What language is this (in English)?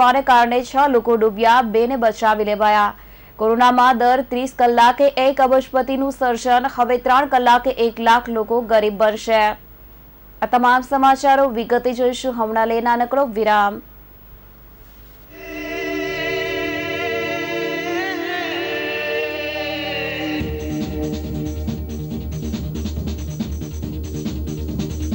Gujarati